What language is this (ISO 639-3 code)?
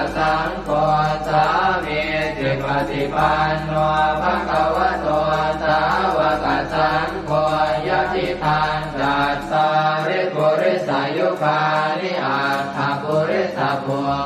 pli